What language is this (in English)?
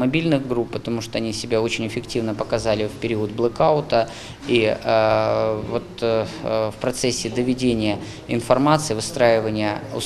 Crimean Tatar